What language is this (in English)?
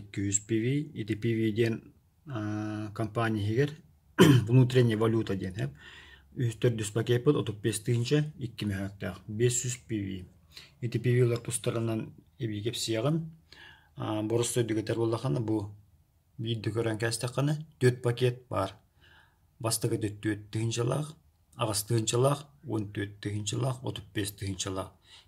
Yakut